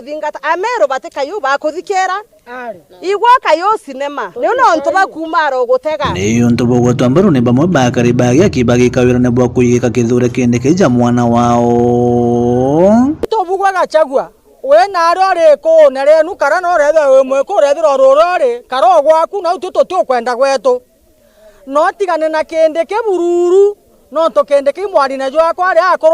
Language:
Meru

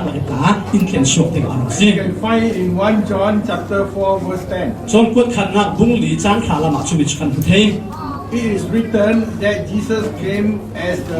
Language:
Falam Chin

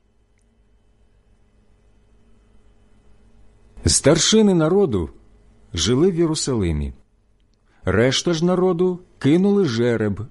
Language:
Ukrainian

